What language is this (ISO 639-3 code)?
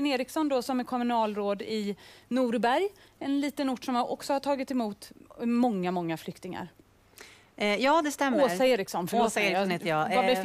swe